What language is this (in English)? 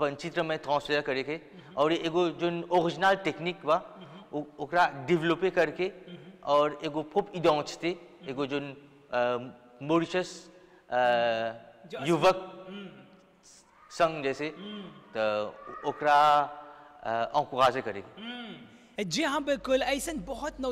Bhojpuri